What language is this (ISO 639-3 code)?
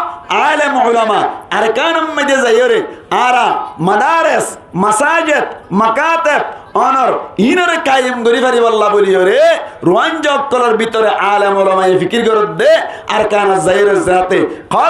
rhg